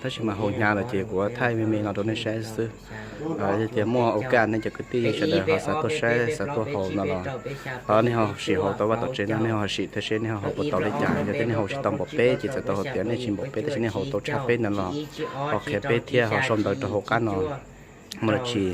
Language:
Hmong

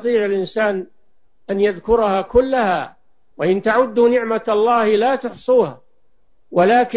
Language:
Arabic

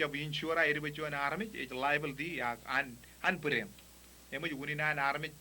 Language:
Marshallese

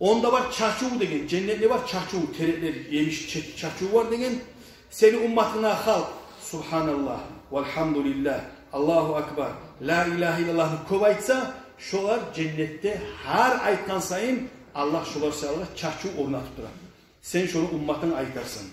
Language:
Kumyk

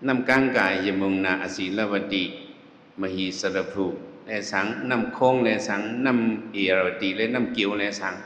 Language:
Shan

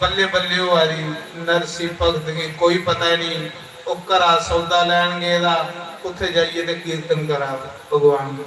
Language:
Dogri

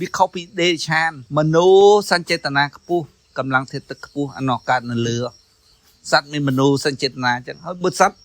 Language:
Khmer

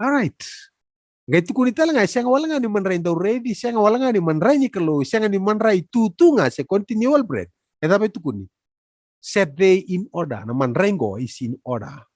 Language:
Fijian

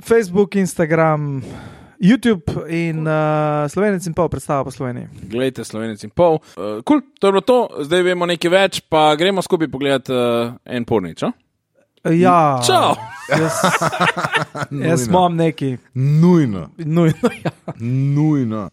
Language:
Slovenian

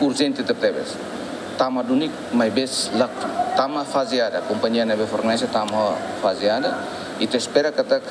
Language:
Tetum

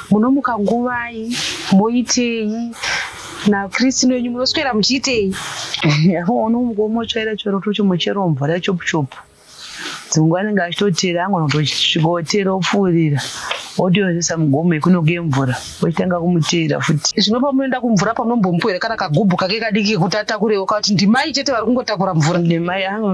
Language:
Shona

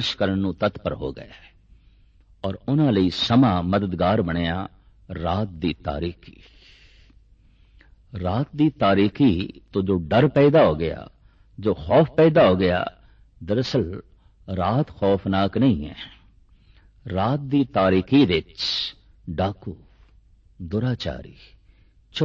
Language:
Punjabi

